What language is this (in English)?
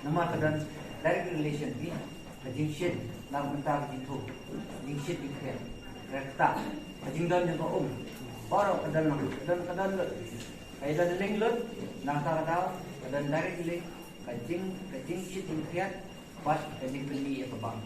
Khasi